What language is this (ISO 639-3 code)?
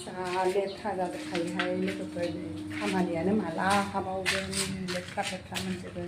brx